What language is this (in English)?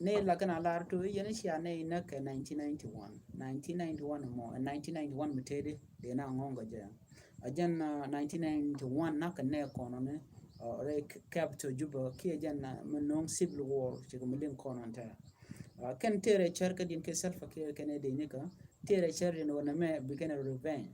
Nuer